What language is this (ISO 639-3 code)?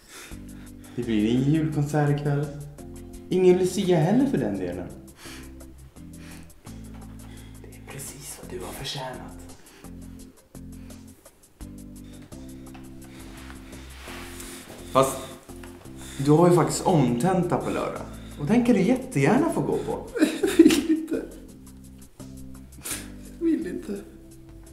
swe